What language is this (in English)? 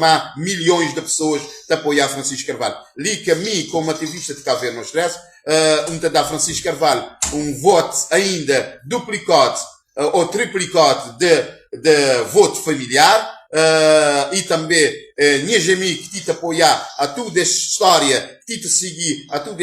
Kabuverdianu